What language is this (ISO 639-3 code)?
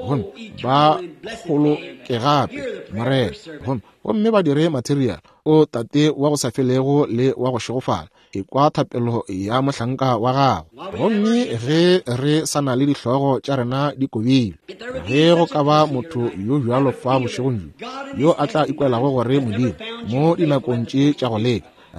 nso